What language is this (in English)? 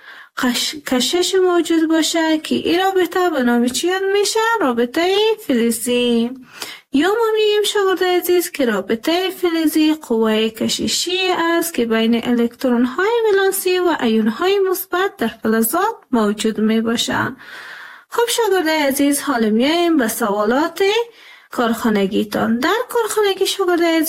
Persian